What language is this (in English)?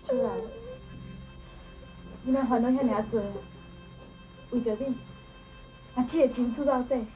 Min Nan Chinese